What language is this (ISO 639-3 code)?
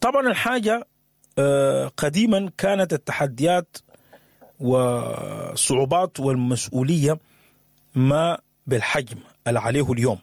apd